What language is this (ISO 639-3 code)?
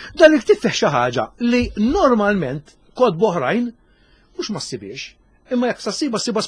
mlt